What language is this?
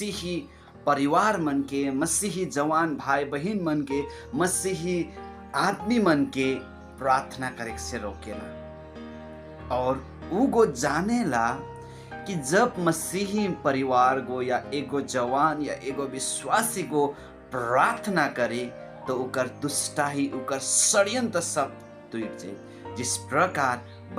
Sadri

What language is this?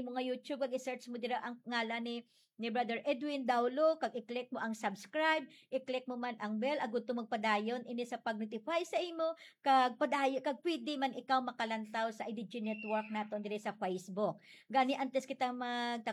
Hiligaynon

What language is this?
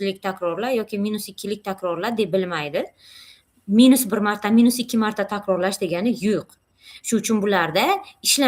Uzbek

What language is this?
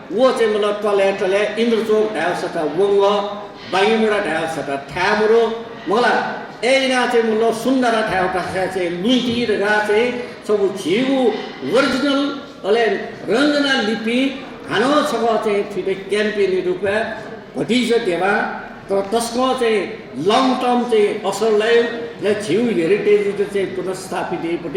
Newari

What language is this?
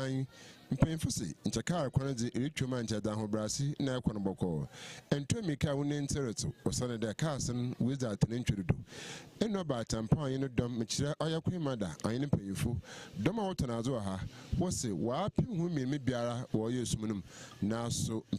Akan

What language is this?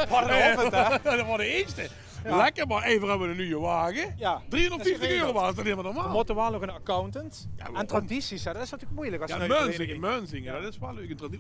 Limburgish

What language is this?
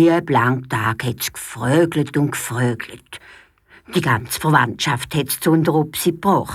Swiss German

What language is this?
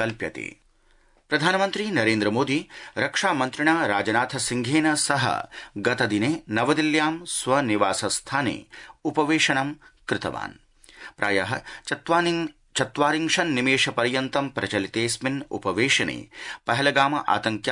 Sanskrit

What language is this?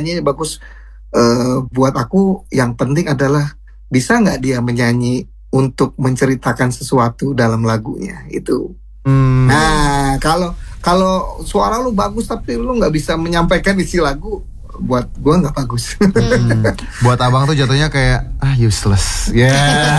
Indonesian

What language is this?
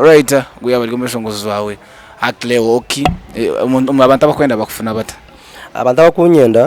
Nyankole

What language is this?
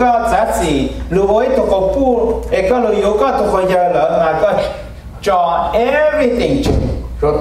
Hmong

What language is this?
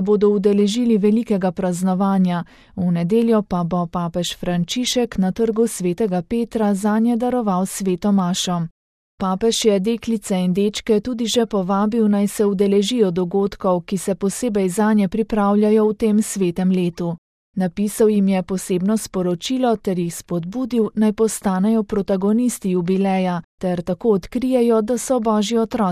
Slovenian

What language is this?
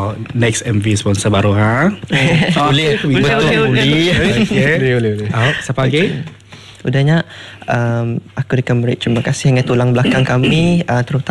Malay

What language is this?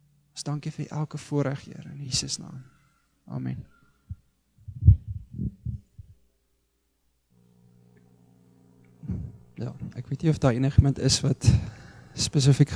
Afrikaans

